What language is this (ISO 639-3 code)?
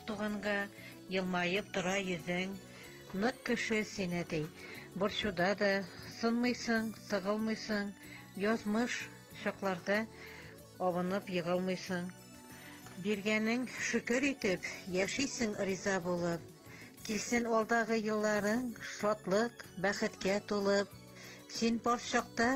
bak